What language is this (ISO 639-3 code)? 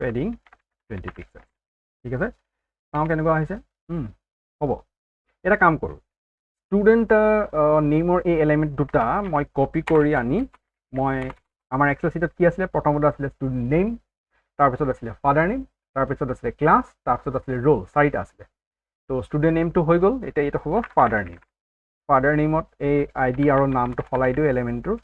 asm